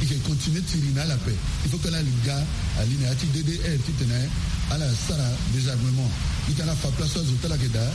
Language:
Sango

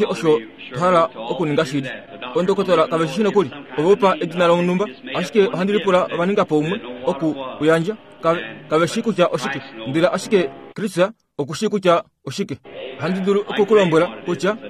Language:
Kuanyama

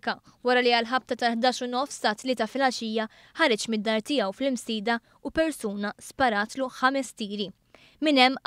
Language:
Maltese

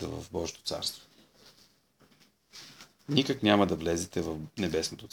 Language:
Bulgarian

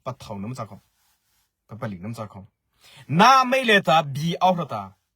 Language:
Mara Chin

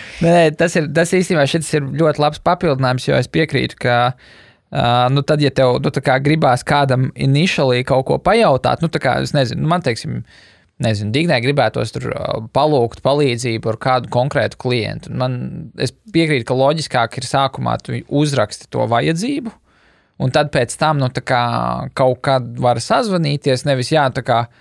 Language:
Latvian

